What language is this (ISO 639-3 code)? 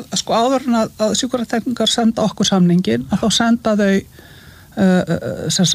isl